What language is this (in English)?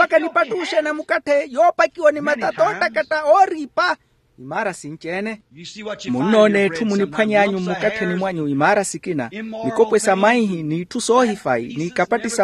Makhuwa